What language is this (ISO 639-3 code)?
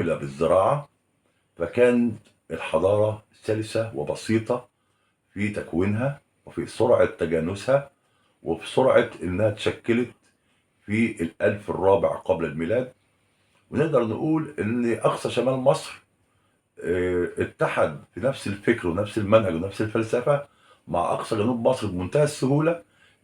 arz